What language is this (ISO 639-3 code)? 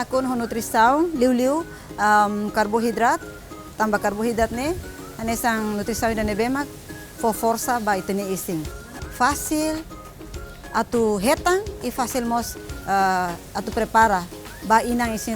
tet